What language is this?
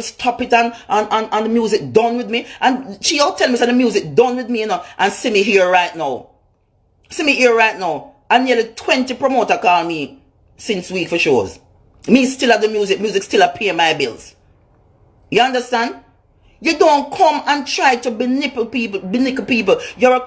Jamaican Creole English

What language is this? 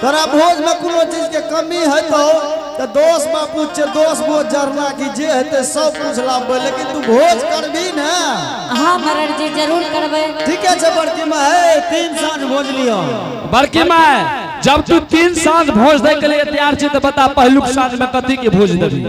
Angika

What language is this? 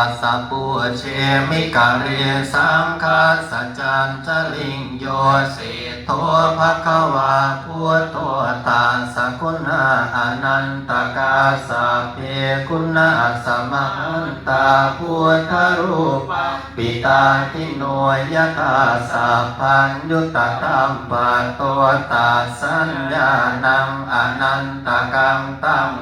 Pali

